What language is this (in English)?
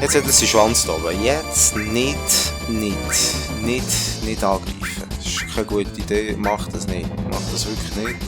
Swiss German